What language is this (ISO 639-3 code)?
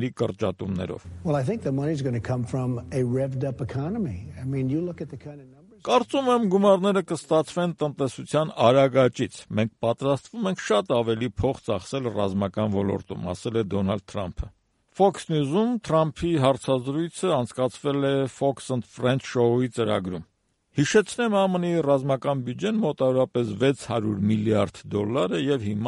hye